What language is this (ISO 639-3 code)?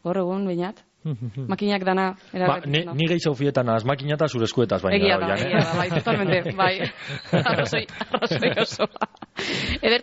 eus